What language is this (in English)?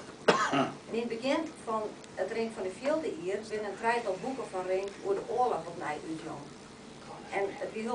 Western Frisian